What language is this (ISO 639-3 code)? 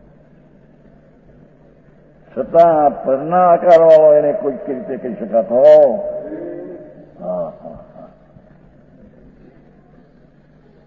guj